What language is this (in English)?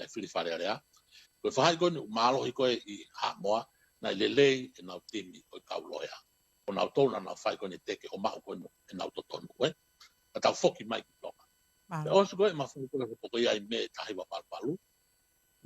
Tongan